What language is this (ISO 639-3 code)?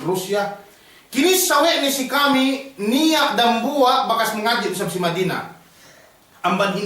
yka